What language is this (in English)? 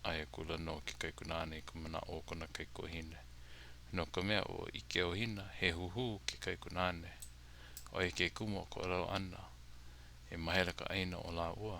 Hawaiian